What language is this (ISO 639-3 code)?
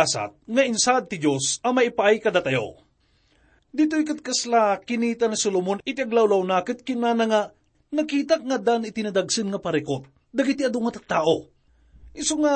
ilo